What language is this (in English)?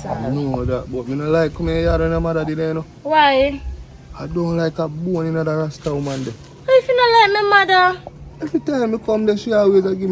Jamaican Creole English